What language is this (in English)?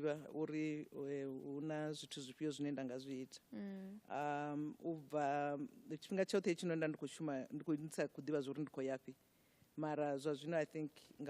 Venda